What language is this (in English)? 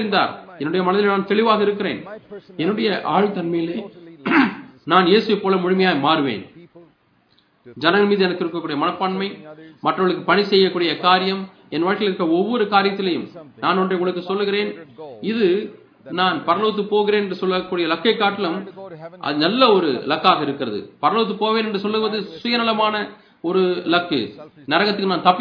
Tamil